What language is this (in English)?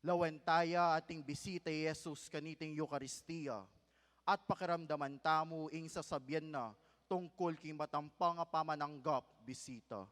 Pampanga